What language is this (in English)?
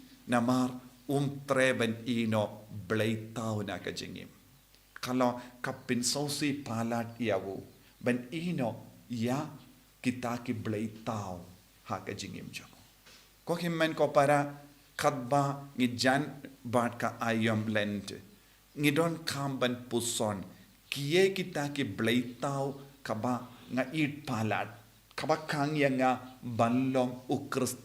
Khasi